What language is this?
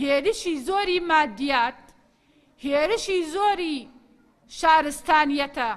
Central Kurdish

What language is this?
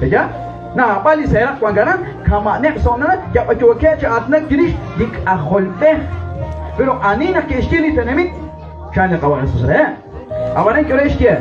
Kekchí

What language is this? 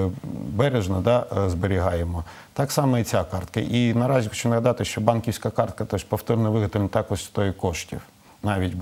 Ukrainian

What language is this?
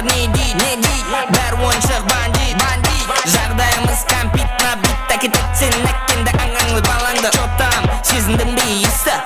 Kara-Kalpak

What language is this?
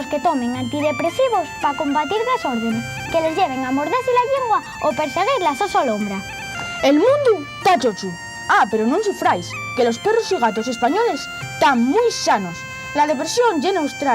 Asturian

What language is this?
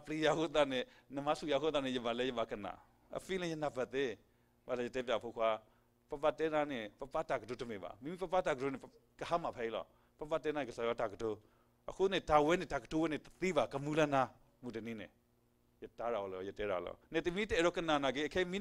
S'gaw Karen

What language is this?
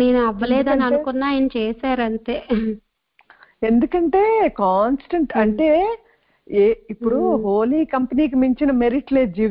Telugu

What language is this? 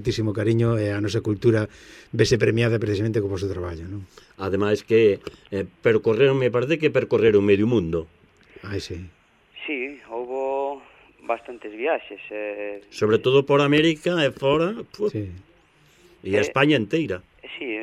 Galician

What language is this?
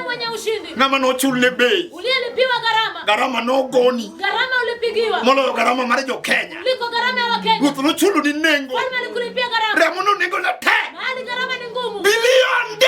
Luo (Kenya and Tanzania)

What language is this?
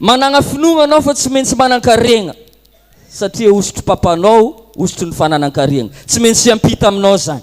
Malagasy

